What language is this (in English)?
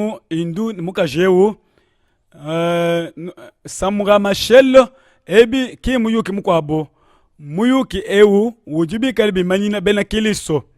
Luba-Lulua